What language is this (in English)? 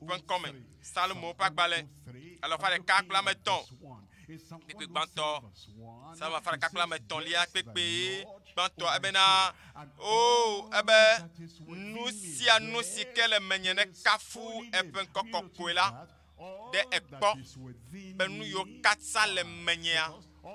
Ewe